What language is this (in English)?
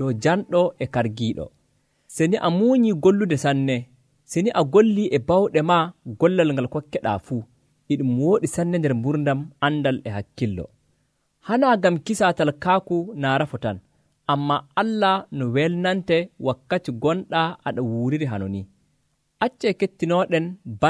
Nigerian Fulfulde